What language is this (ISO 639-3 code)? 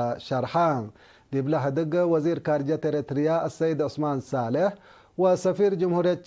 tig